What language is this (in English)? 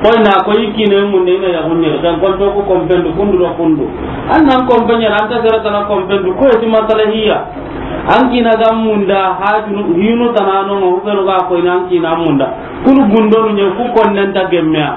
Soninke